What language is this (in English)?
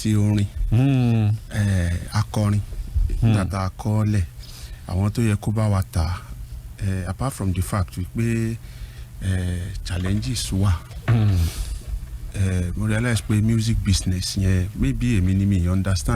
Yoruba